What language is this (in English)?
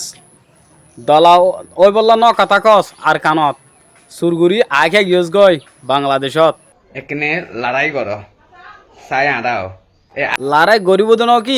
Rohingya